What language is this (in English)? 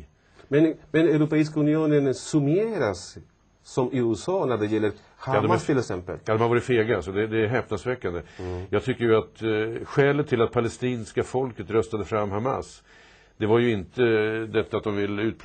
Swedish